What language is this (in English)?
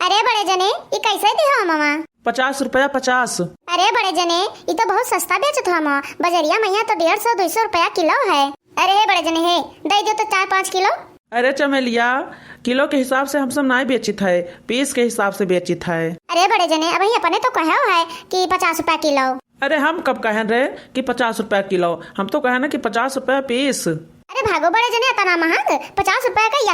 Awadhi